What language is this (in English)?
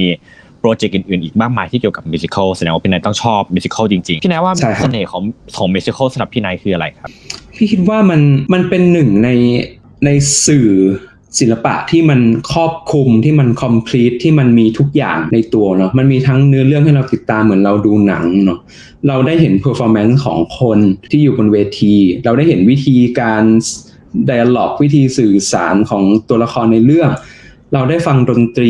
Thai